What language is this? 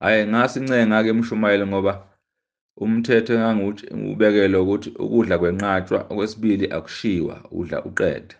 Zulu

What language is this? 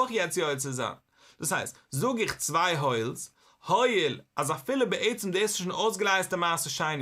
Yiddish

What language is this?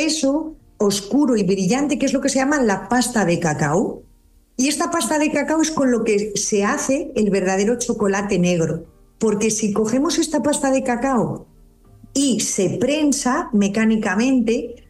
Spanish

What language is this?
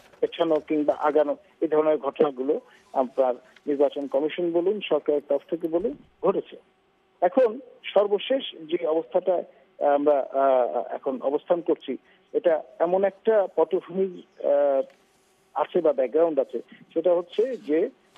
Bangla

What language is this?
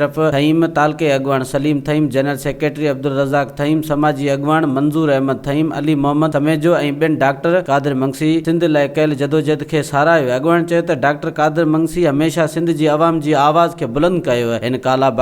Sindhi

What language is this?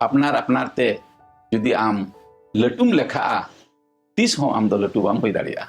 Santali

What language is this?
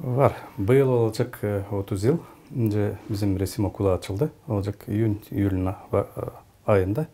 Gagauz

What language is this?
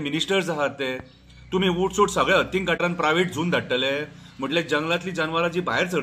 Konkani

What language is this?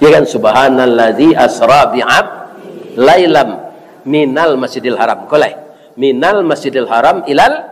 Minangkabau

